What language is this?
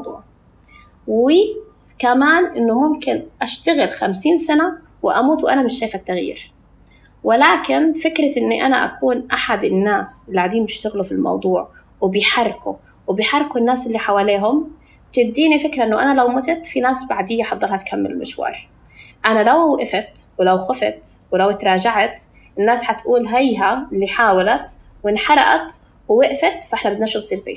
North Levantine Arabic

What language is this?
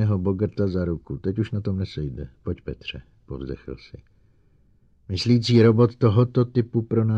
Czech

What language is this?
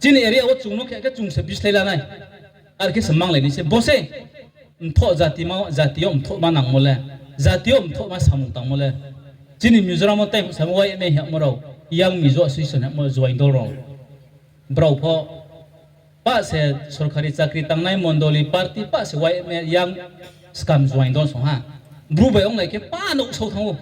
Riang (India)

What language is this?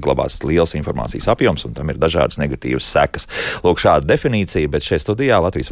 Latvian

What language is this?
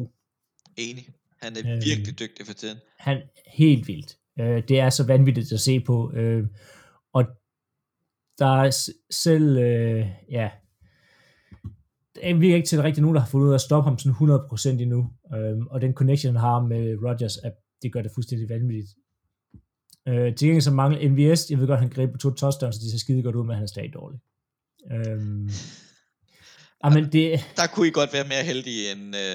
Danish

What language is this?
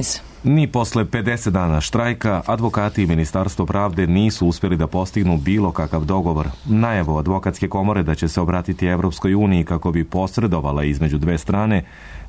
Serbian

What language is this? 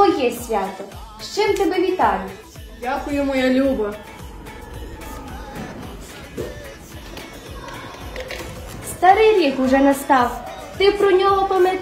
Ukrainian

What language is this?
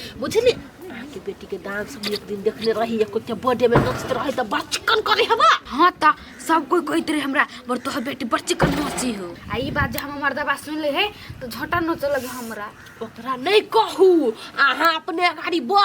Maithili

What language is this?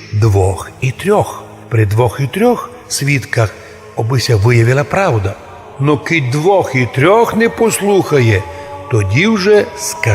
Rusyn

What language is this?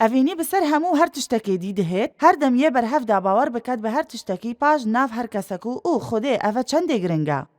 Kurdish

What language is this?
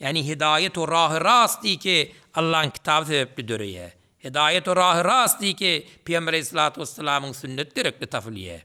Turkmen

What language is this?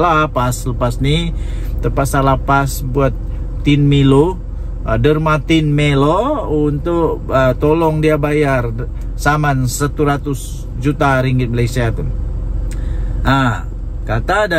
Malay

